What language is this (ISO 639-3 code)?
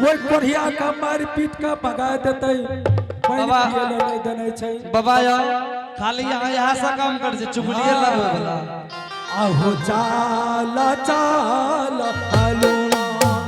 anp